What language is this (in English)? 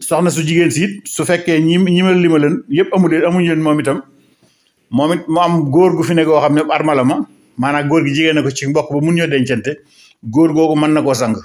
Wolof